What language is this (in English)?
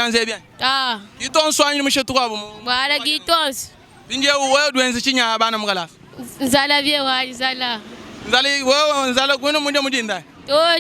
Luba-Lulua